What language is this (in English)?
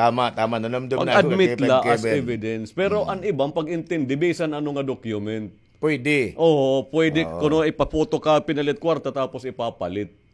Waray